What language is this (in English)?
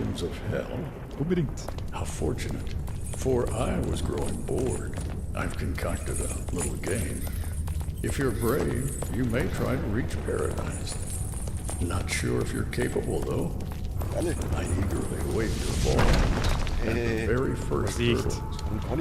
Bavarian